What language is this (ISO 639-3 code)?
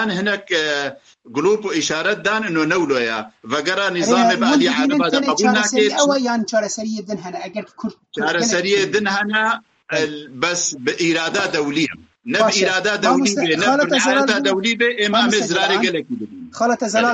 kur